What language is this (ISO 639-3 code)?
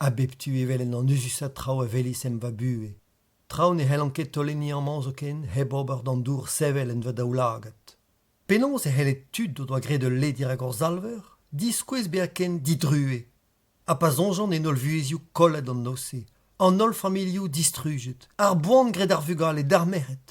bre